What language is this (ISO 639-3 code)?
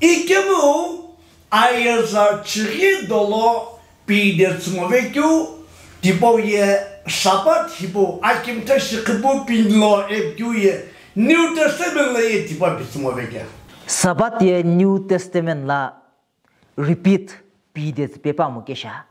nsm